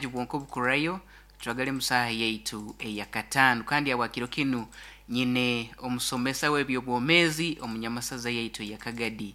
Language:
Nyoro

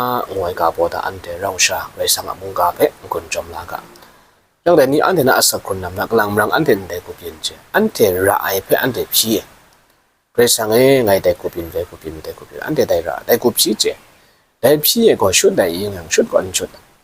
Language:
Kachin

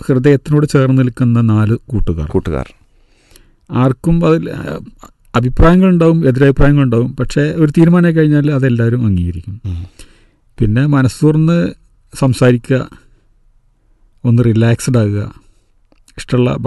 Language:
Malayalam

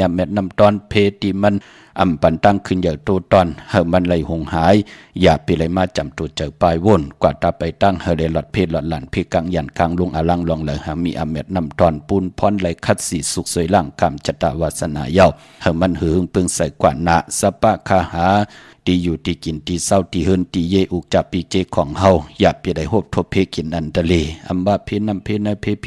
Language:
Shan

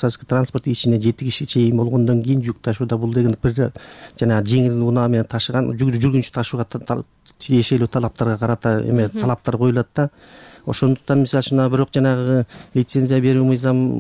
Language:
Kyrgyz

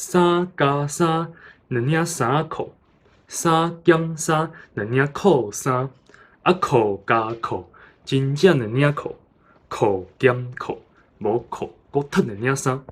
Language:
Min Nan Chinese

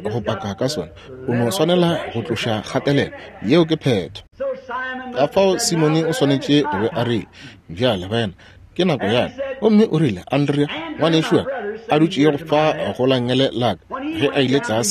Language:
Northern Sotho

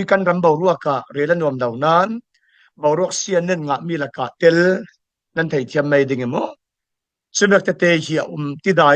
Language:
Falam Chin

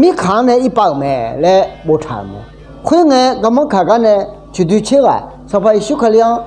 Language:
Akha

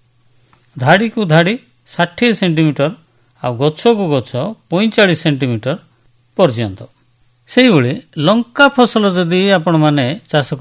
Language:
Odia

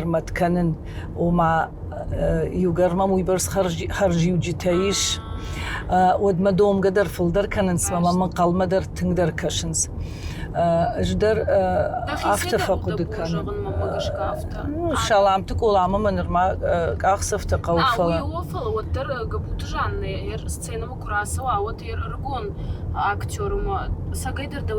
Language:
Ossetic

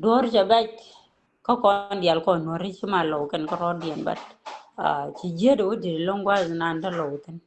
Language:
Nuer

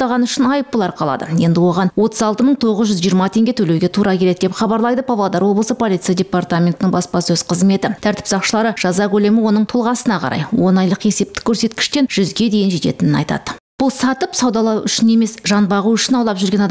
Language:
Kazakh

